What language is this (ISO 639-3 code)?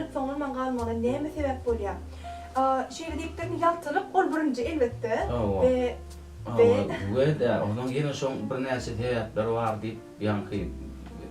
tuk